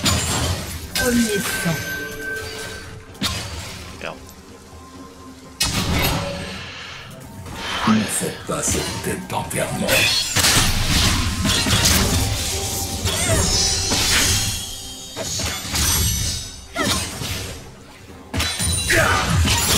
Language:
French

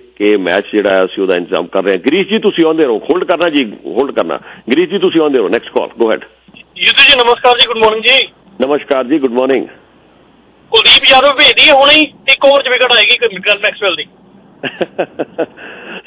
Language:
Punjabi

